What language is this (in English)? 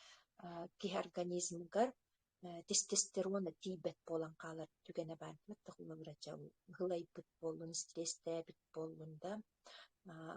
Yakut